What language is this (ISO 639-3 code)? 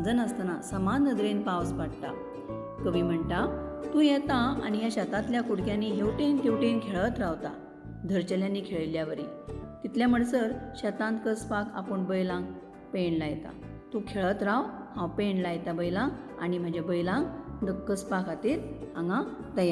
kok